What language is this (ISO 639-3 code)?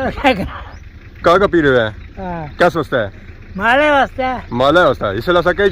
phr